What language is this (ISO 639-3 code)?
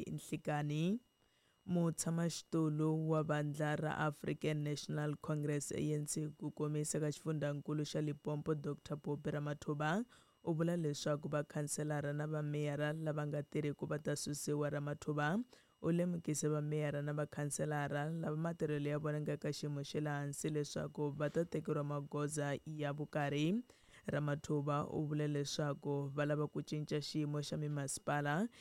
tso